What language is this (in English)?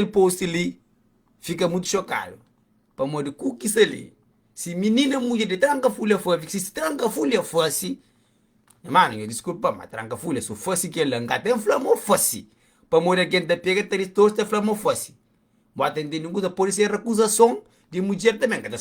Kabuverdianu